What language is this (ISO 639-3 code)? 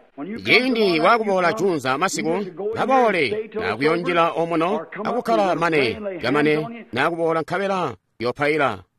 toi